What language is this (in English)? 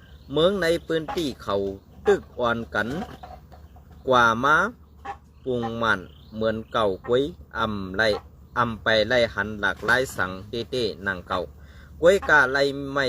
Shan